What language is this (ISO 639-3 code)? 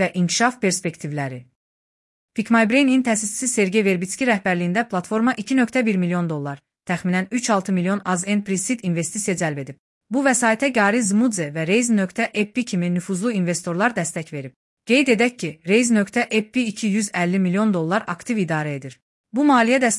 aze